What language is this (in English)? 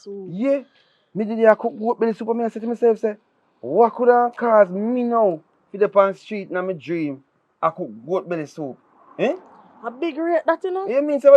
Jamaican Creole English